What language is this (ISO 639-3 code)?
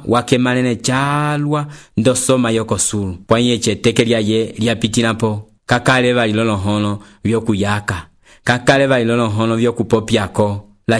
umb